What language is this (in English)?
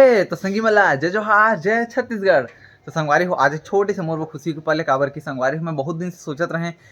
Chhattisgarhi